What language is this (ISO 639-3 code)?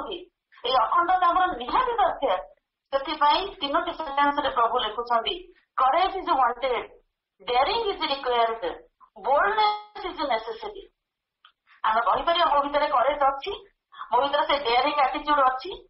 ori